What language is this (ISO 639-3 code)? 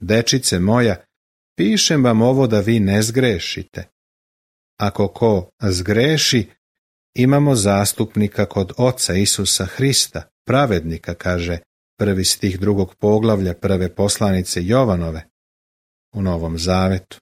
srp